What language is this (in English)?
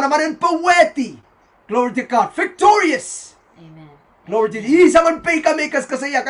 Pohnpeian